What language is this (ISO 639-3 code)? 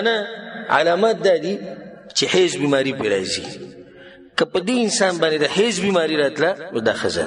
pus